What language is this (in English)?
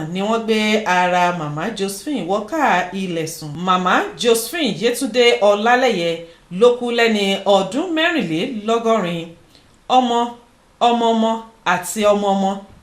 Yoruba